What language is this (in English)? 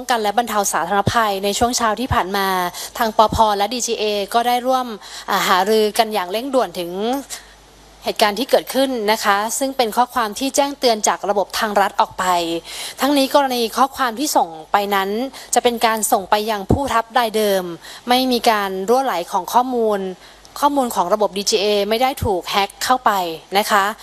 Thai